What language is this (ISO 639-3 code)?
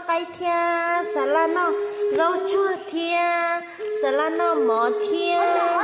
hmn